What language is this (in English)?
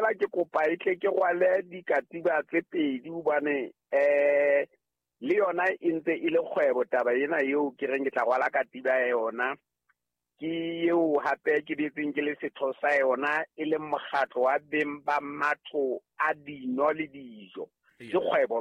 Southern Sotho